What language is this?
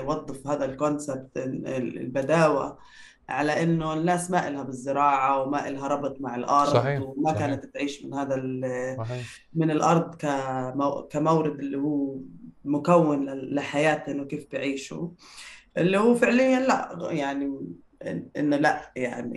North Levantine Arabic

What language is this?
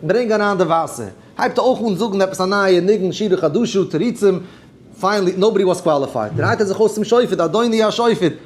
Yiddish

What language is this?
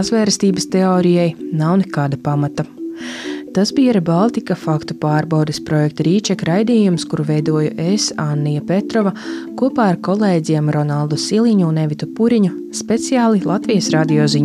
Latvian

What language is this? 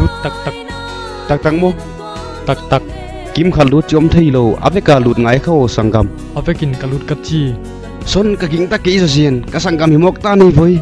Paite Chin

